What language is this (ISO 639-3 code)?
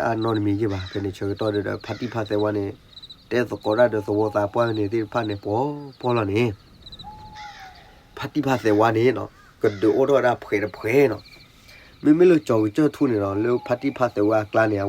ksw